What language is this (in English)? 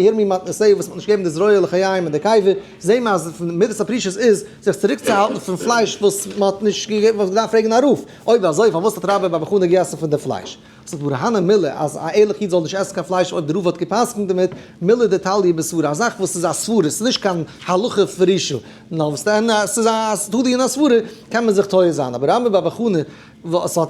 Yiddish